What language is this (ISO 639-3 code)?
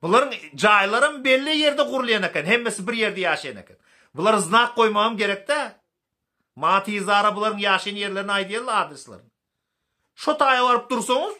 tuk